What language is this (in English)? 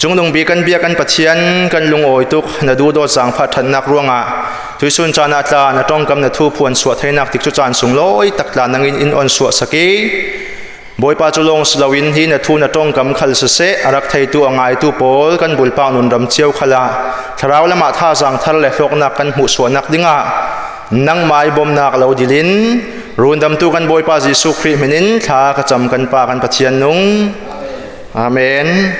Falam Chin